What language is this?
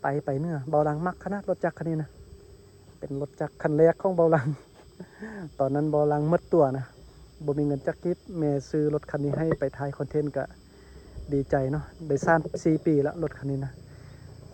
Lao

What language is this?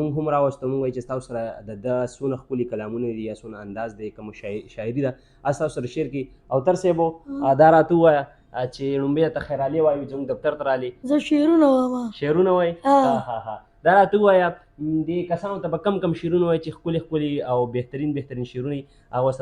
Pashto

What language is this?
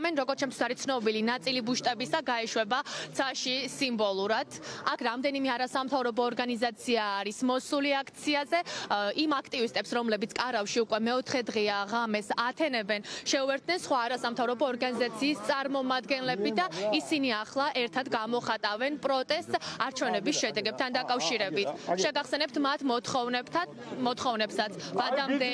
Georgian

